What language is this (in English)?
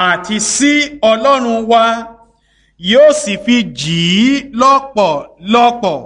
Yoruba